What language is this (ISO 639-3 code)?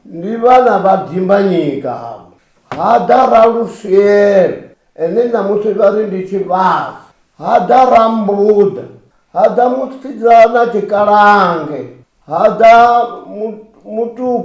ven